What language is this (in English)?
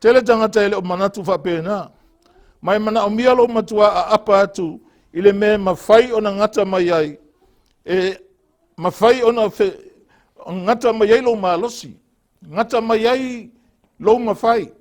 Samoan